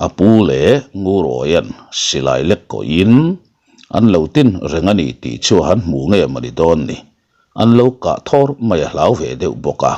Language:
Mizo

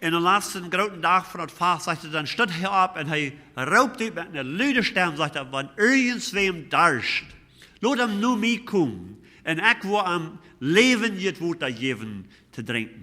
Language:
Plautdietsch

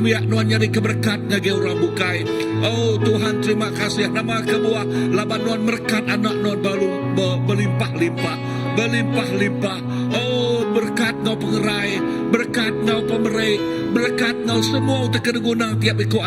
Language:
Iban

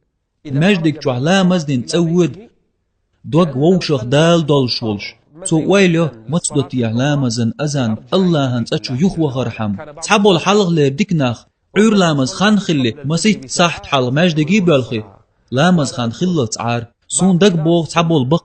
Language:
Chechen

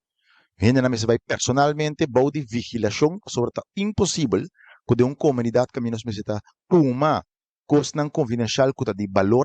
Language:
Papiamento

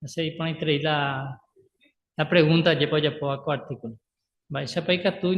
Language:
Guarani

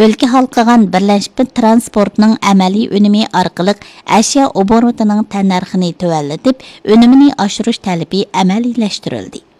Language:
Uyghur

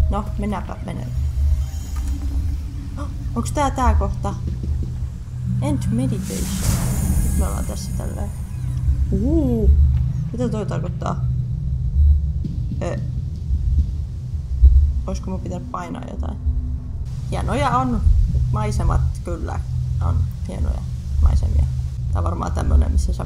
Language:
Finnish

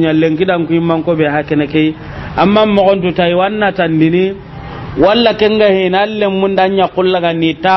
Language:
Soninke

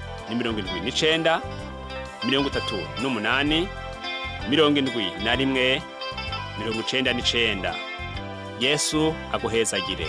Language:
Rundi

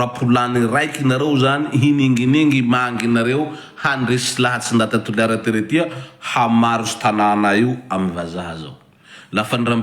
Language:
Malagasy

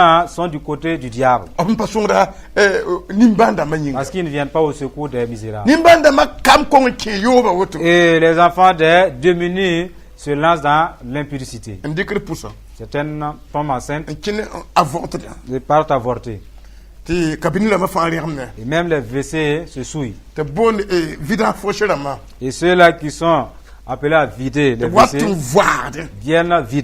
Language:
Mossi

